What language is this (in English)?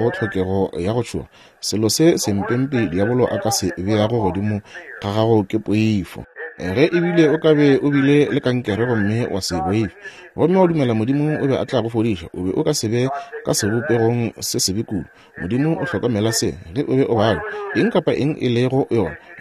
Northern Sotho